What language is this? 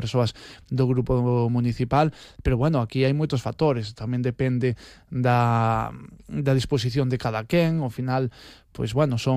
Galician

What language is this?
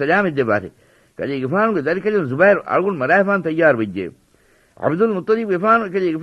Divehi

